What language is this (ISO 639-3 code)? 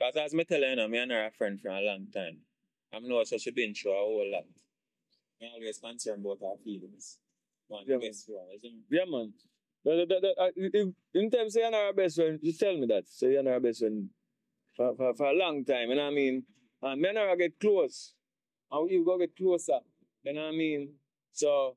jam